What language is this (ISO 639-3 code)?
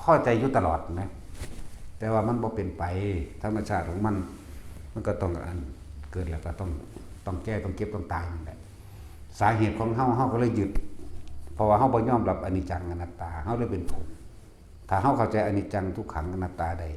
tts